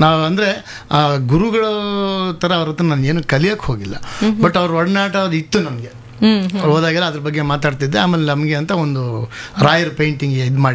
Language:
Kannada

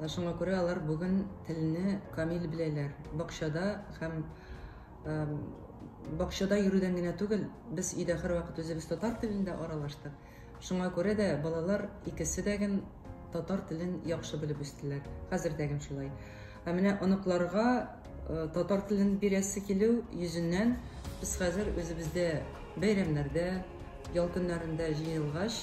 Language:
Tatar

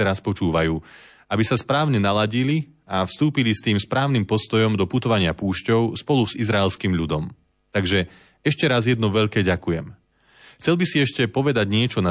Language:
Slovak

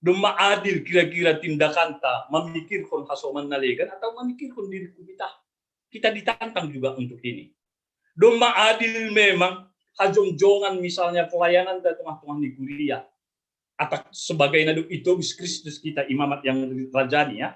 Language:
Batak Simalungun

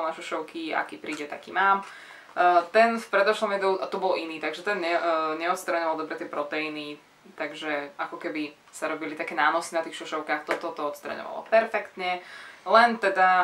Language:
Slovak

